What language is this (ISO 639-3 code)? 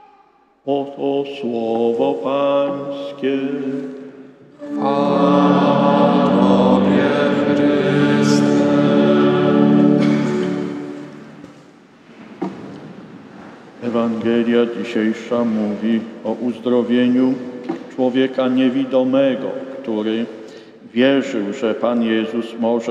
pol